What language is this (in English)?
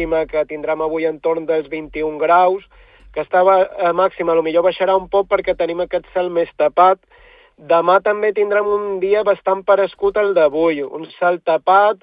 Catalan